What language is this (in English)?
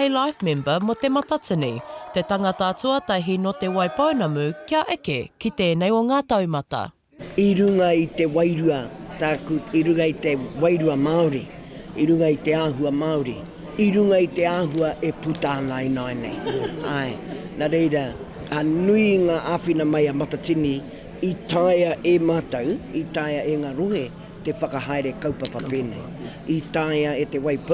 Māori